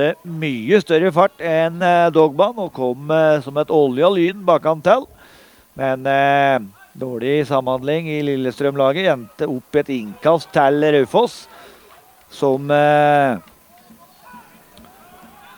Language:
Norwegian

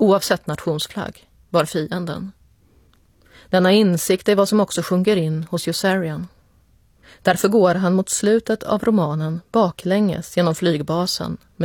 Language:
Swedish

